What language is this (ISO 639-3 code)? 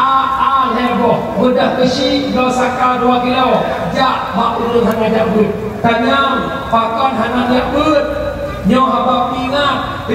ace